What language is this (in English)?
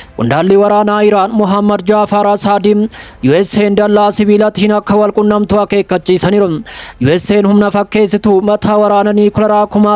Oromo